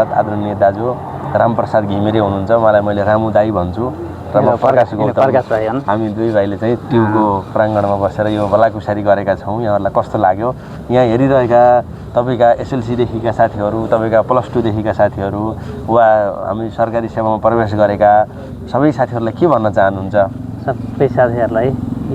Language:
Nepali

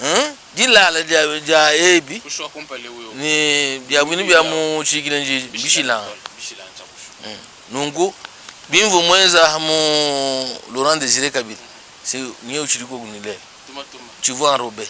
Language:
Luba-Lulua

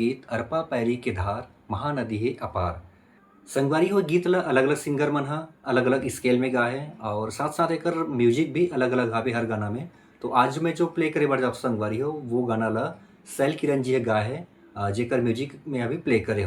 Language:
Chhattisgarhi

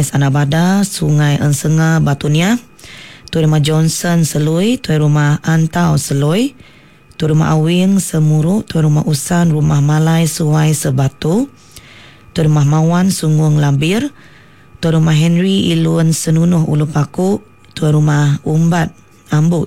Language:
Iban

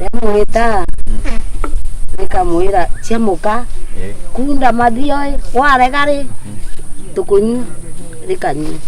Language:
Meru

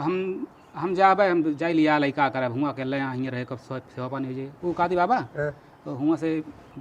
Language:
Awadhi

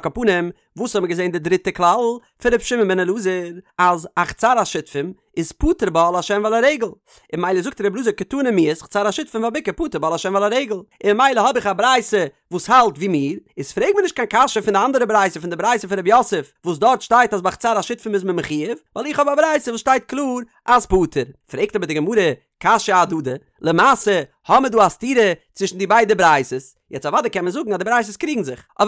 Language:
Yiddish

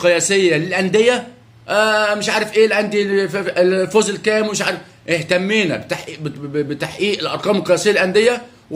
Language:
Egyptian Arabic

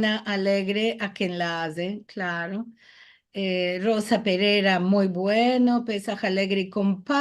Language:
Ladino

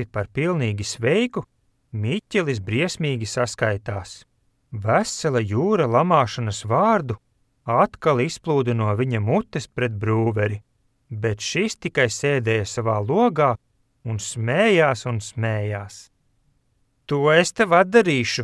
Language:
Latvian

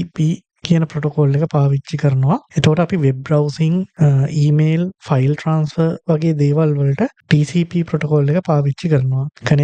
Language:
Sinhala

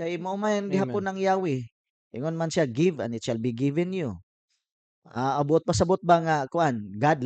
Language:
Cebuano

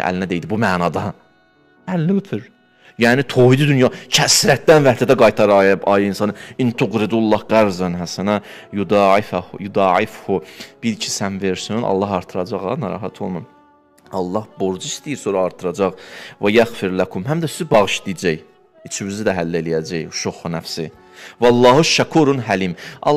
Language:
Azerbaijani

